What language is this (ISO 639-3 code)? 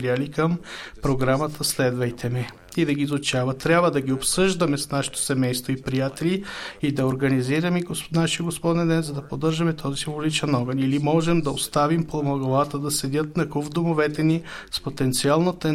bul